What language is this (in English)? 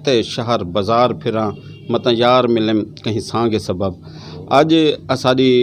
Saraiki